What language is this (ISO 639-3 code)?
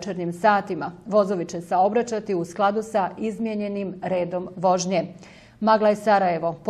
bos